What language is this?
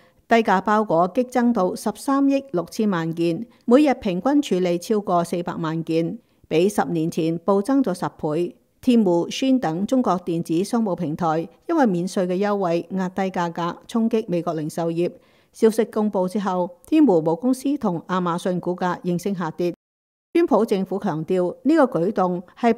Cantonese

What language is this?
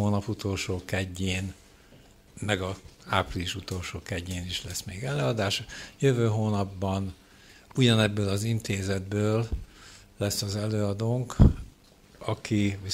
Hungarian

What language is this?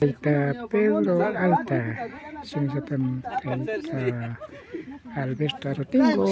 Imbabura Highland Quichua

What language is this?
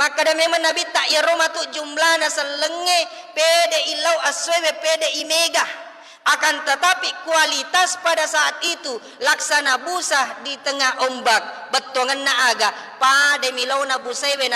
Buginese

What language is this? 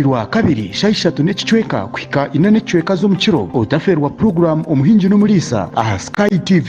Nyankole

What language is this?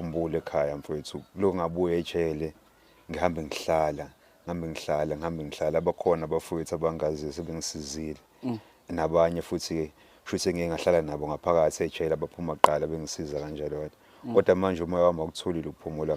Zulu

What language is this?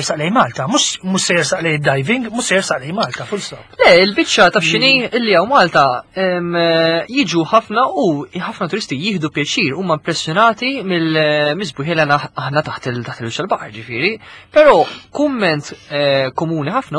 Maltese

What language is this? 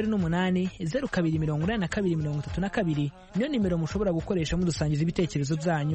Kinyarwanda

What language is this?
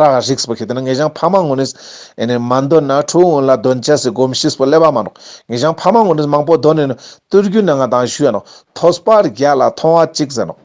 Ladakhi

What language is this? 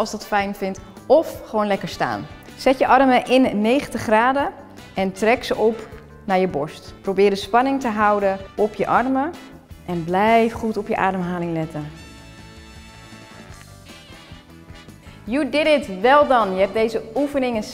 Dutch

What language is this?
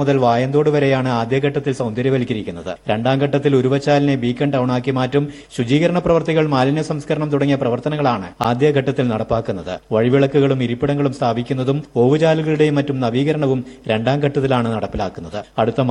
Malayalam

